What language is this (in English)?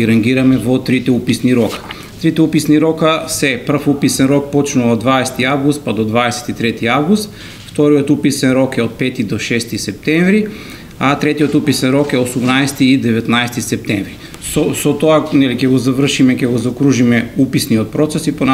Macedonian